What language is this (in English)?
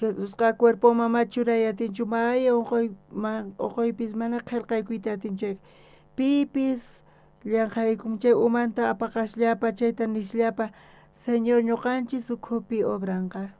South Bolivian Quechua